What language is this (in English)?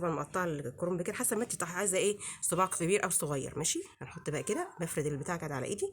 Egyptian Arabic